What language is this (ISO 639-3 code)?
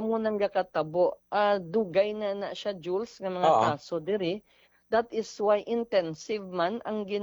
hil